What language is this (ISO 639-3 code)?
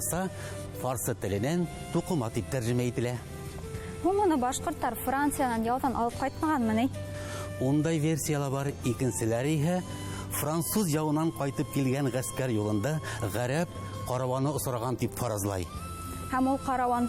bak